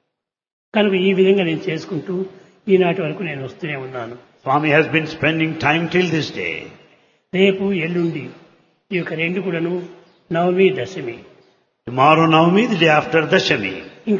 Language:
Telugu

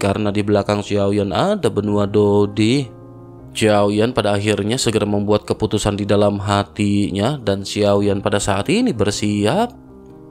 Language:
Indonesian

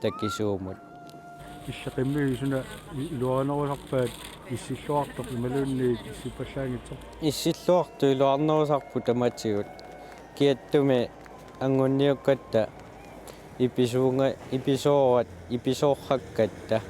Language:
Kalaallisut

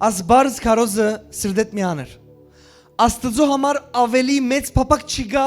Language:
Western Armenian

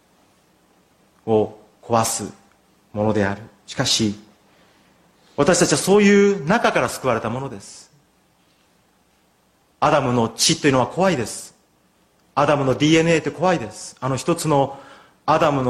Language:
Japanese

